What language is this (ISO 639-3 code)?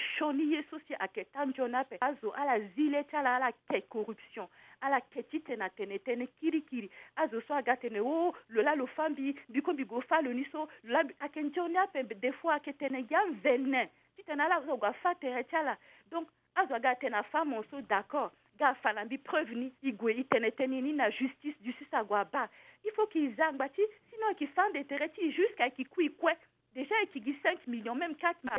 sag